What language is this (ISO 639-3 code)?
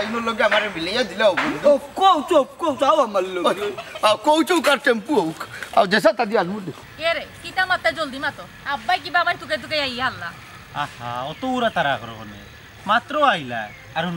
syl